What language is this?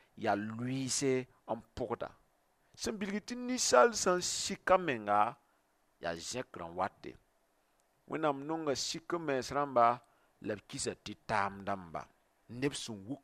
Mossi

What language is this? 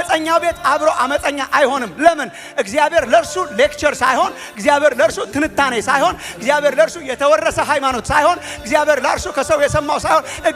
Amharic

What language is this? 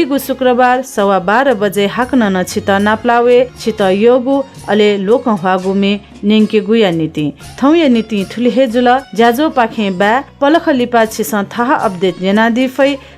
Newari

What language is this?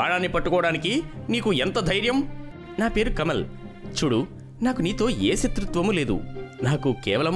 Telugu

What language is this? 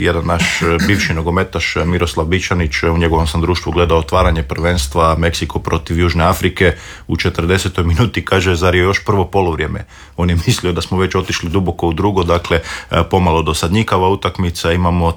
Croatian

